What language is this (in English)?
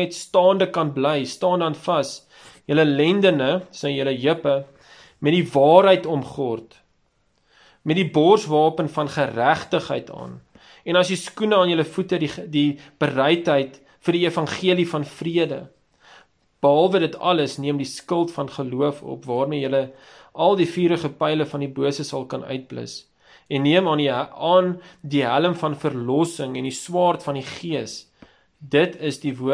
Afrikaans